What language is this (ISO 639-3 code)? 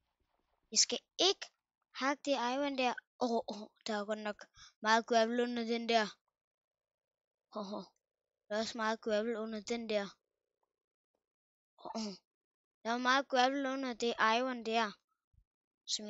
dan